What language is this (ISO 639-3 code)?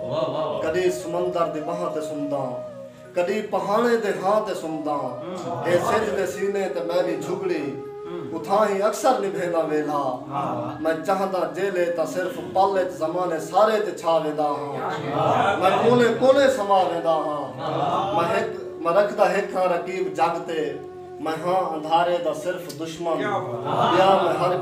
skr